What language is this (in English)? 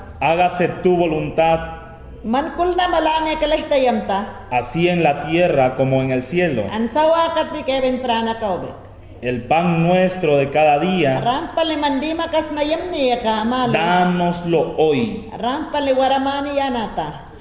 Mayangna